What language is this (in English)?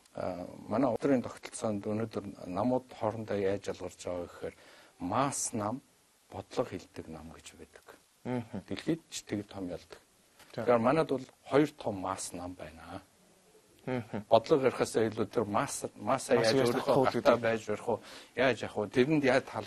Mongolian